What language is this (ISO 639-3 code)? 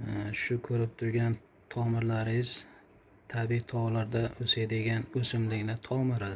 uzb